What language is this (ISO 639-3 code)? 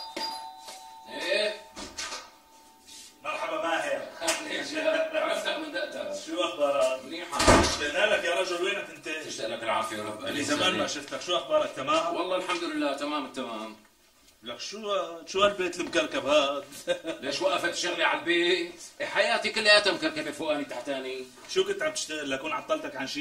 apc